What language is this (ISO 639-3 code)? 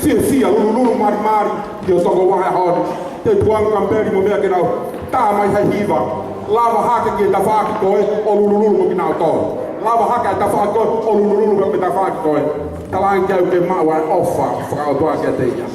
ton